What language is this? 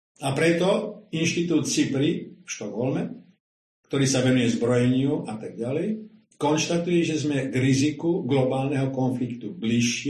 Slovak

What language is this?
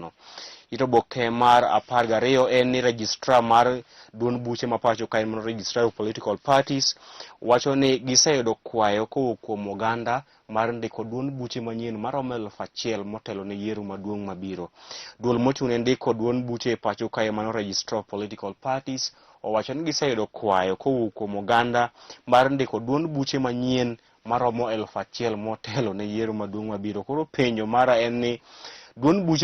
Luo (Kenya and Tanzania)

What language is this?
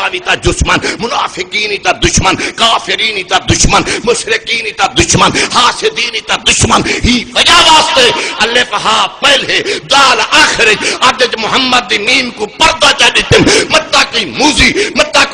Saraiki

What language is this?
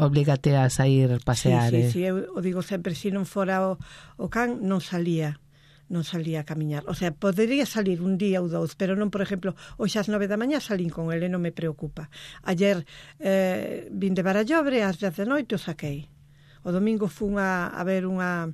Galician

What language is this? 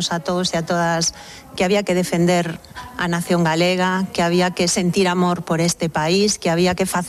Galician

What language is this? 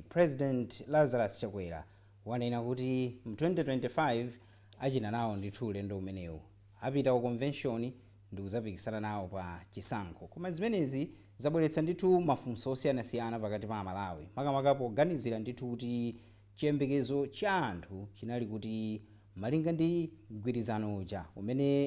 Nyanja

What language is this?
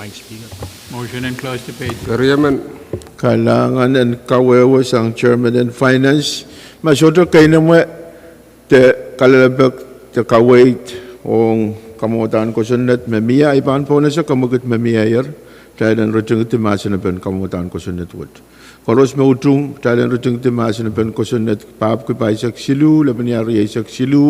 Pohnpeian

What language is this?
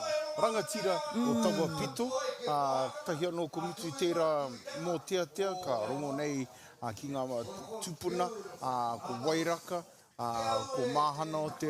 Māori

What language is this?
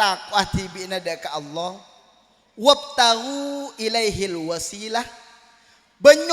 Madurese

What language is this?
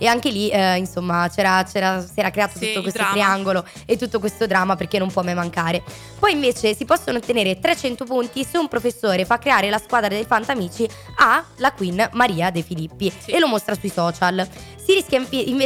Italian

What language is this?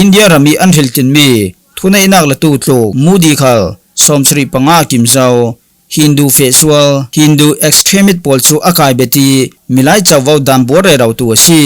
Falam Chin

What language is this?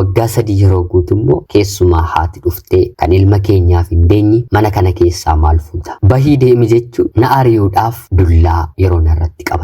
Oromo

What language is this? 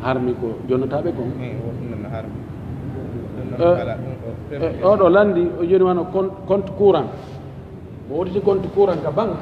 Pular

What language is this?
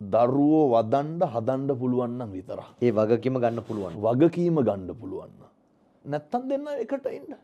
Sinhala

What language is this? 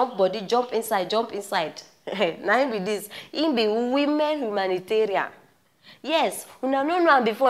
Nigerian Pidgin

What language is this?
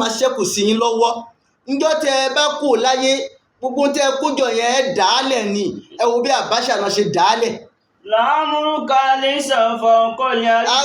Yoruba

